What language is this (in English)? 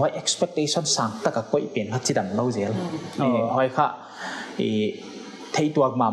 Paite Chin